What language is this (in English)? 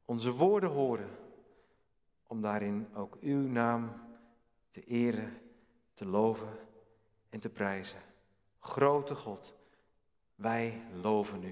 Dutch